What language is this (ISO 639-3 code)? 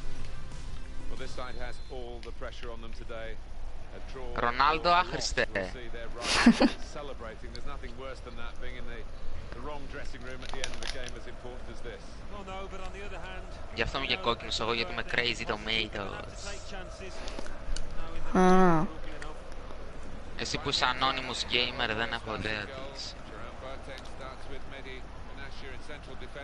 ell